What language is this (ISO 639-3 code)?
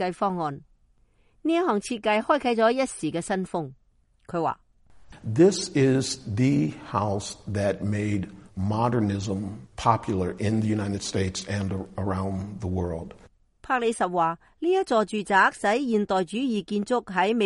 yue